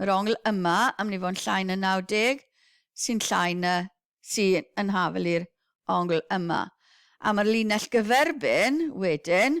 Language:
Welsh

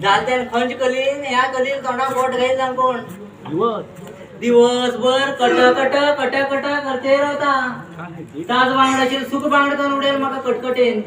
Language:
Konkani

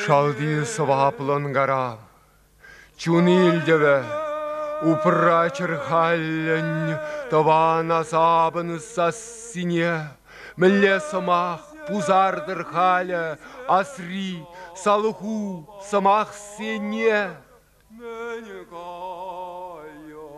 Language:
Chuvash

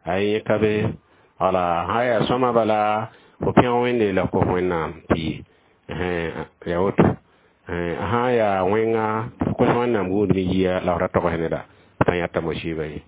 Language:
Mossi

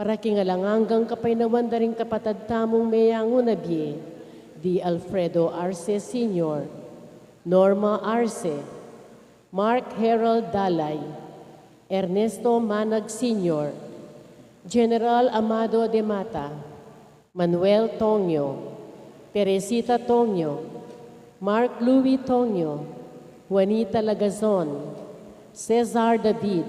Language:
Pampanga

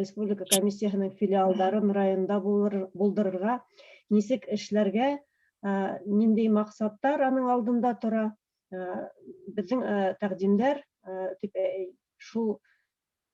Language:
Bashkir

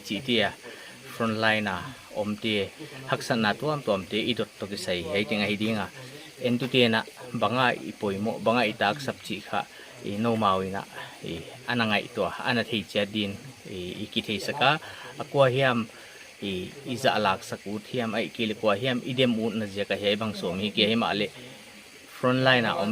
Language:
Paite Chin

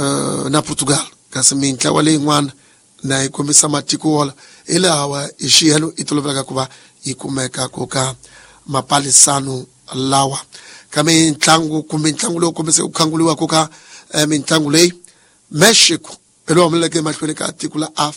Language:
Tsonga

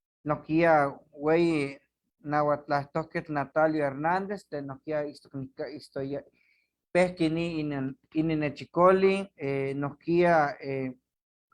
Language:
Eastern Huasteca Nahuatl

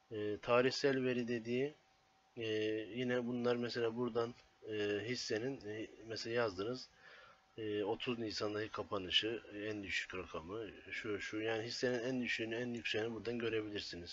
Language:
Turkish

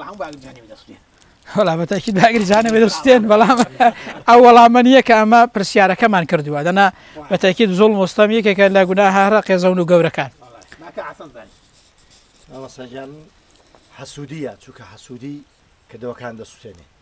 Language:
Central Kurdish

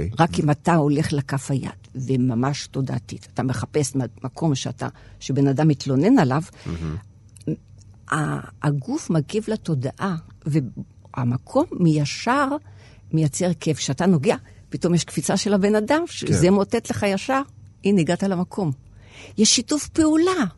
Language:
Hebrew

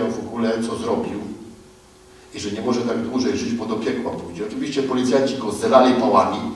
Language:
Polish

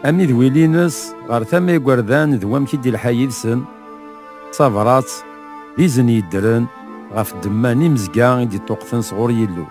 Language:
Kabyle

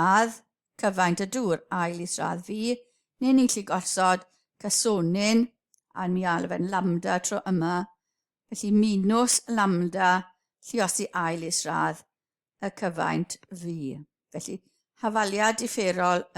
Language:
Welsh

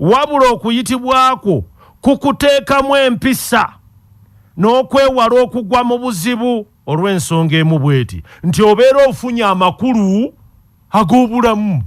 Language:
Ganda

